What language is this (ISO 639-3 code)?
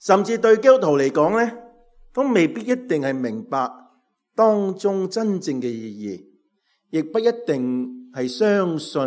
yue